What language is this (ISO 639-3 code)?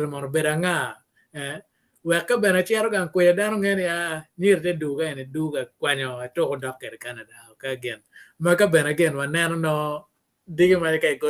ach